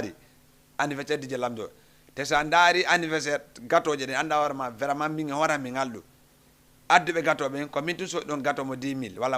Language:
Fula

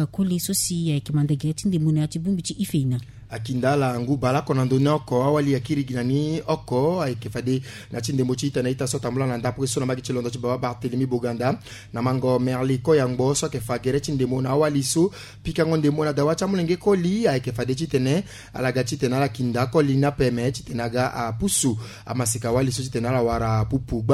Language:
Sango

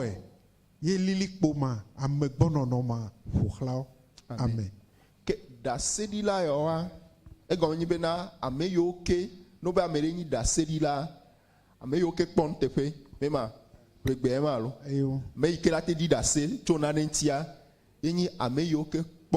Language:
Ewe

